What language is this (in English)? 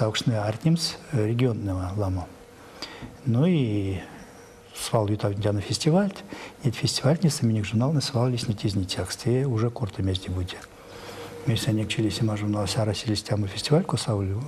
Erzya